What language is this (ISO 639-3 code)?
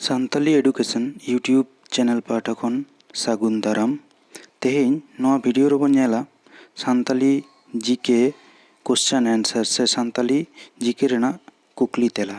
sat